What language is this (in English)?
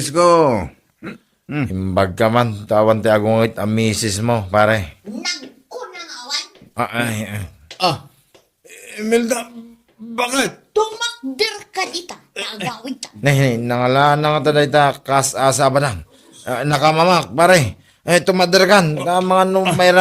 Iloko